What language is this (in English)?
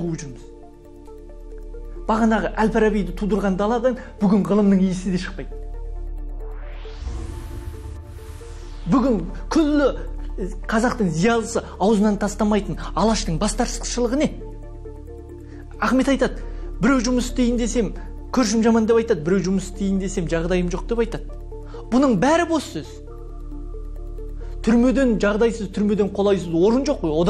Kazakh